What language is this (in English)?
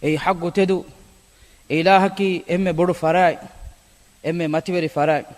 Divehi